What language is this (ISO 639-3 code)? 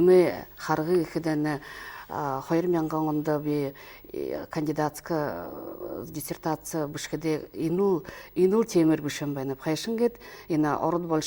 bua